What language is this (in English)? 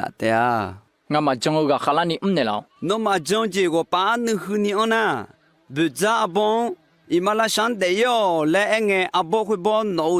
Akha